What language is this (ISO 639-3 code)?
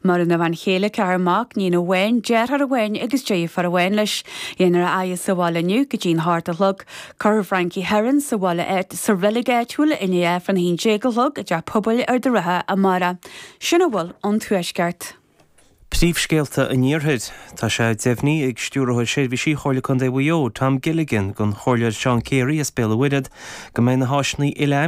gle